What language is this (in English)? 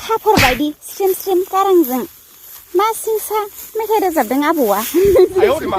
Bodo